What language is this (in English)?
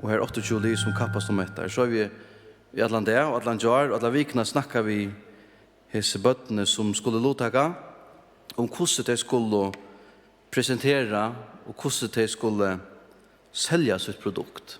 Faroese